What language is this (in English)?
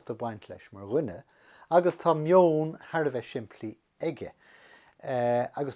Irish